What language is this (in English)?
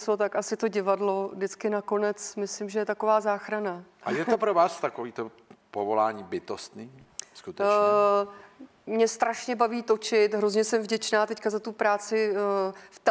Czech